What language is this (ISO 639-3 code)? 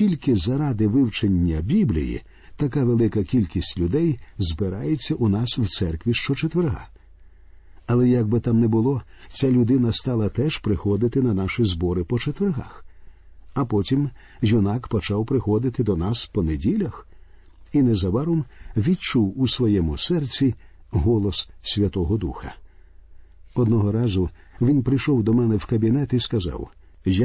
ukr